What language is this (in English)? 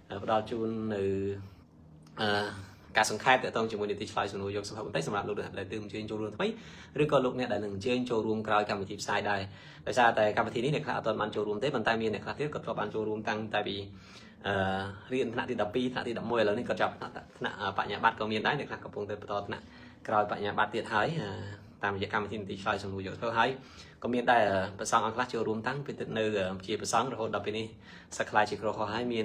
Khmer